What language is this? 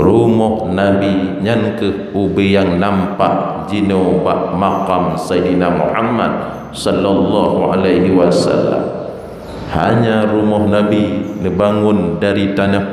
Achinese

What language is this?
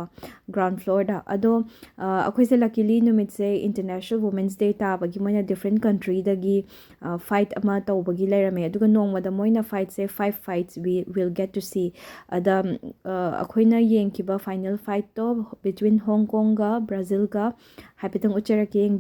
Manipuri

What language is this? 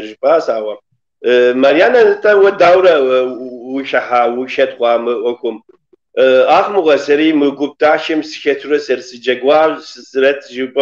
Kabardian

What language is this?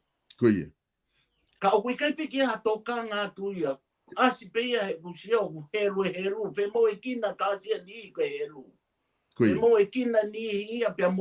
Tongan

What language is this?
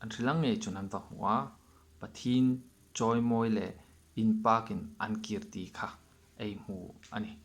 Hmar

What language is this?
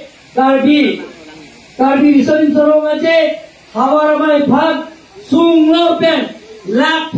Karbi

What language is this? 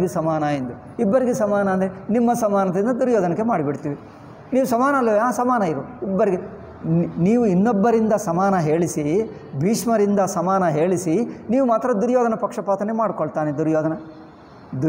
Kannada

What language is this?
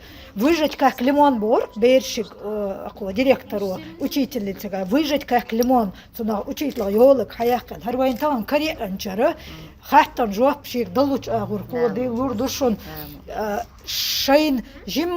Chechen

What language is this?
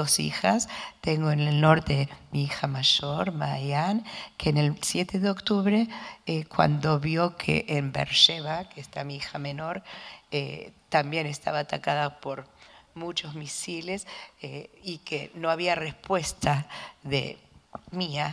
Spanish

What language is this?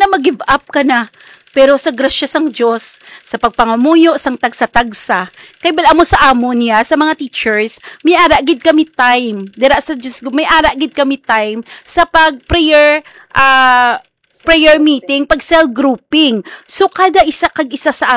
Hiligaynon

